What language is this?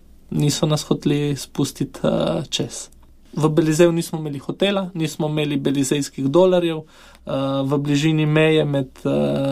Slovenian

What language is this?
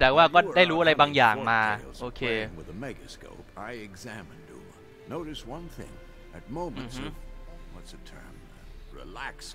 Thai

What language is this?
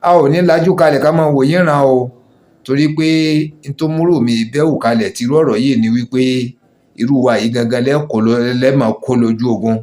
Yoruba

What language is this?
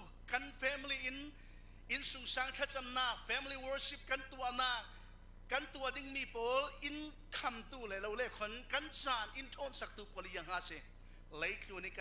Falam Chin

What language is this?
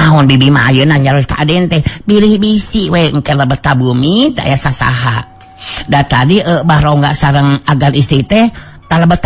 Sundanese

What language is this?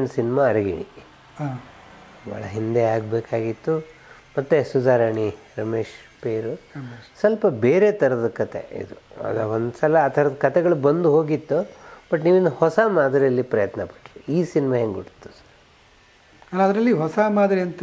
Kannada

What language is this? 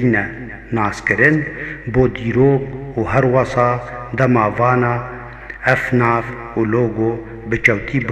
Kurdish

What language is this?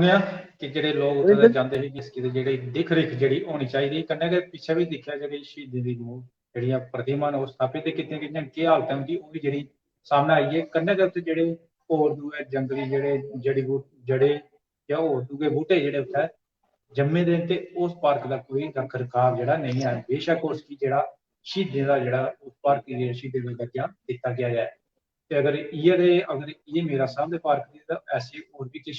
Dogri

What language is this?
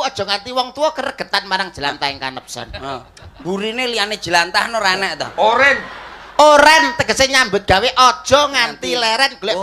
Javanese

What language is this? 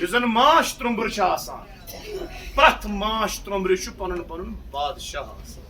Kashmiri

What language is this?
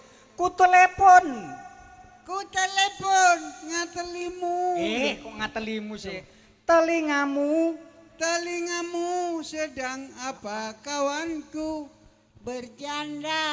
Javanese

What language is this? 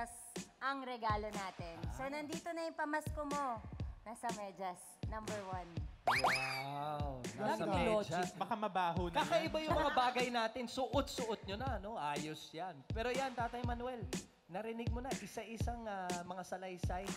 Filipino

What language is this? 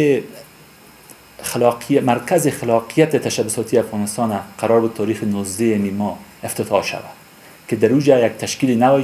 Persian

